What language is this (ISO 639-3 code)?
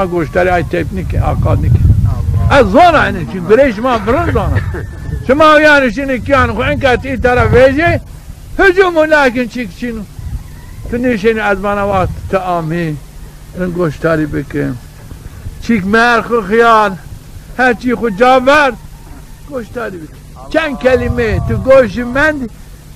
zza